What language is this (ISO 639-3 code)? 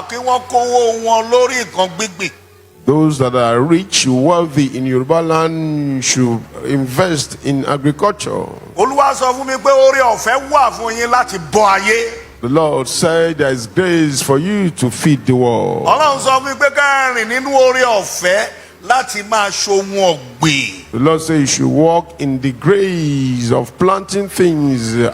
yor